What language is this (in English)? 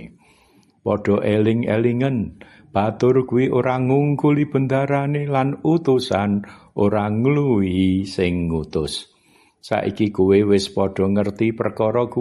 Javanese